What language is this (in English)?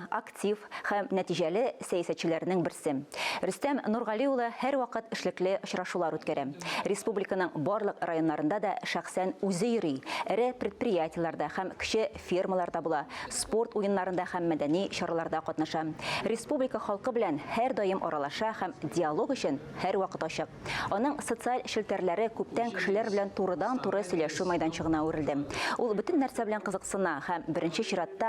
Tatar